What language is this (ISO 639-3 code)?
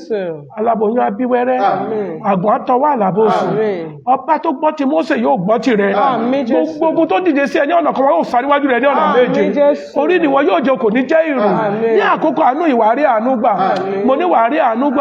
yor